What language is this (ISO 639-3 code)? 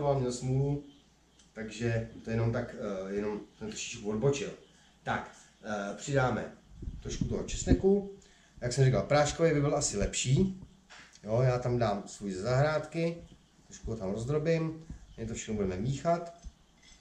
ces